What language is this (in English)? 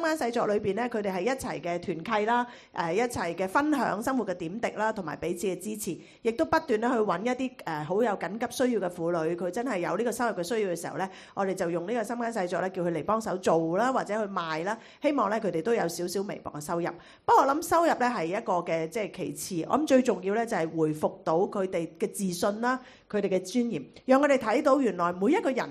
Cantonese